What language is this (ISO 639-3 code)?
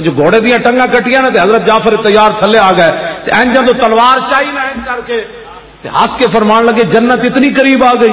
lah